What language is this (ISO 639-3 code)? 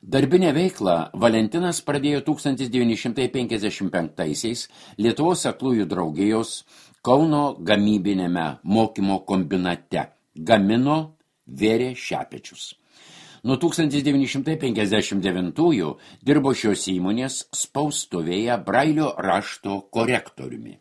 lit